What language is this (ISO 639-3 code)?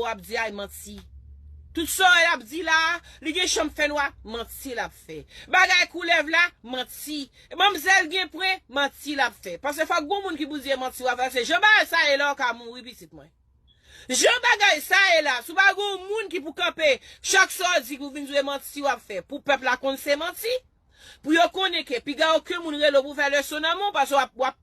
hat